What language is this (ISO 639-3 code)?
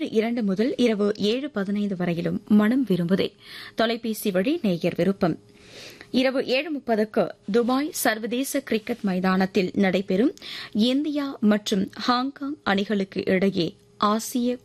tam